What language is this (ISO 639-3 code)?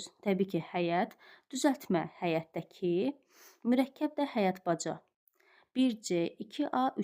aze